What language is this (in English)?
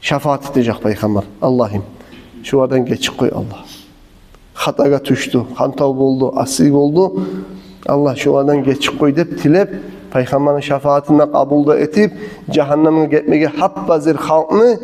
Kumyk